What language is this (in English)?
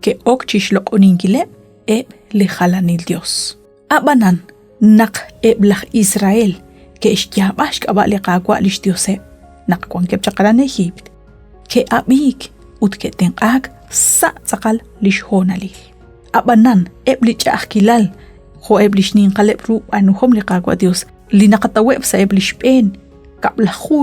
Kekchí